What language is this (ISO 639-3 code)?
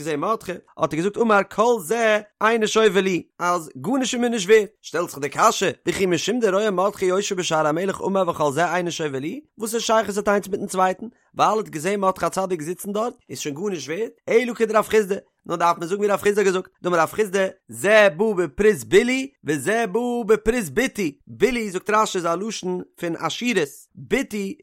yid